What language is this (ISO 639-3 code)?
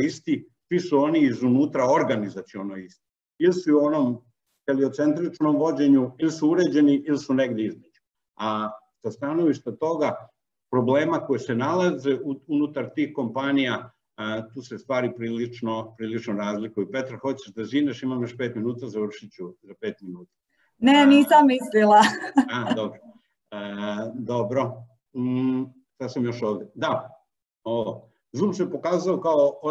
srp